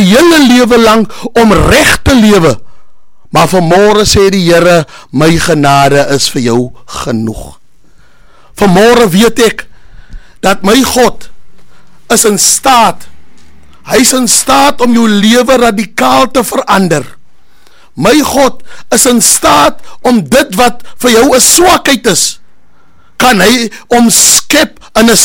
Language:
Afrikaans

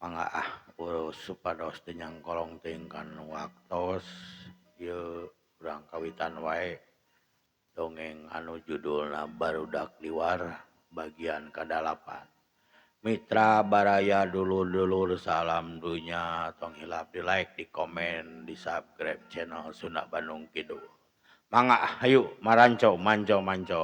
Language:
Sundanese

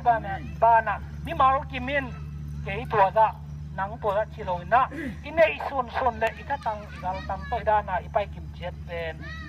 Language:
Tedim Chin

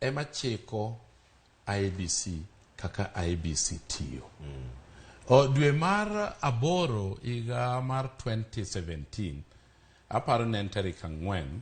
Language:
Luo (Kenya and Tanzania)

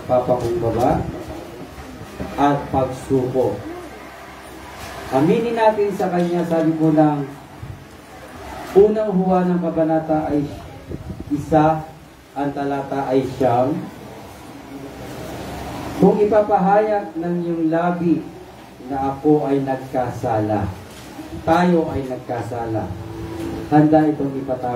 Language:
Filipino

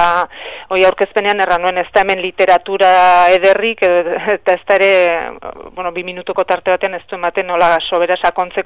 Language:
Basque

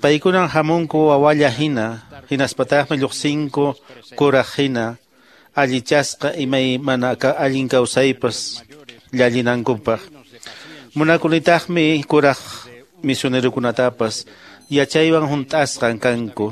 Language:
Quechua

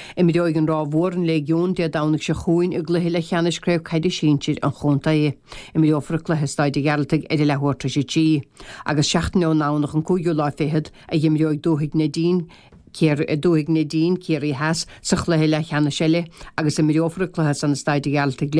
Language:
Irish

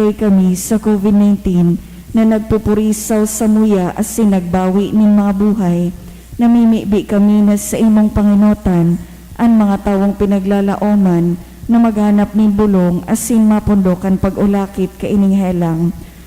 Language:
Bikol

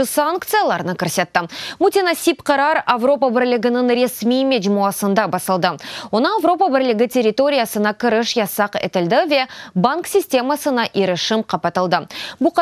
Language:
Crimean Tatar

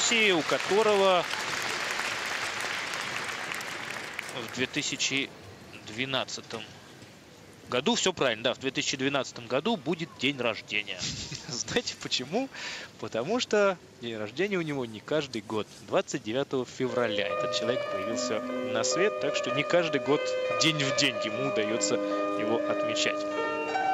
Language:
Russian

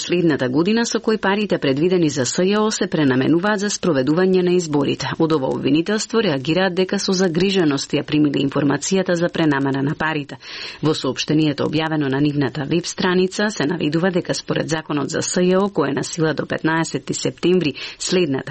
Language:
Macedonian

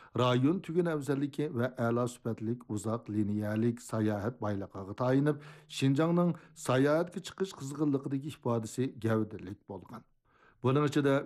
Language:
Uyghur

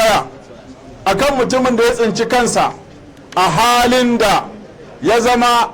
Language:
Hausa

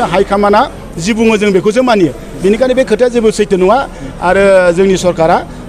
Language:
Bodo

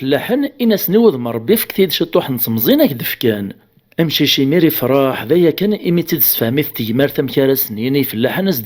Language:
Kabyle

